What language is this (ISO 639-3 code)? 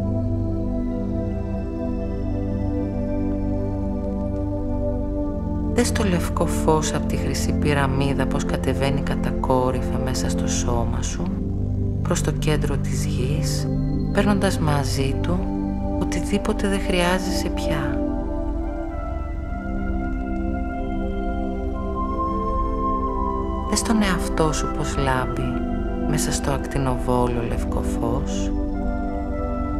ell